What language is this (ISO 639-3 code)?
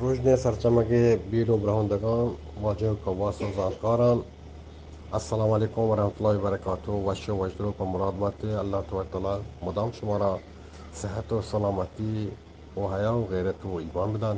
bgp